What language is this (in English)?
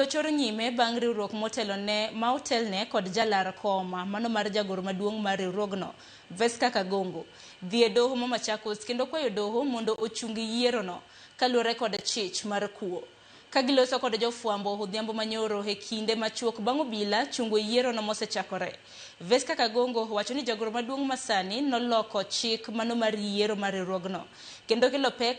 Luo (Kenya and Tanzania)